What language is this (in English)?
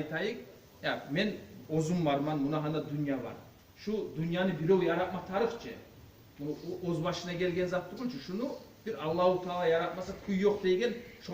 Kumyk